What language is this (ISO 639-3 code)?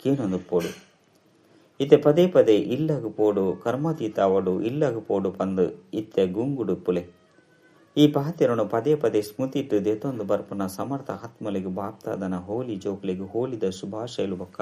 tcy